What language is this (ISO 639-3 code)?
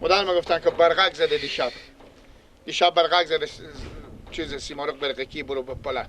fas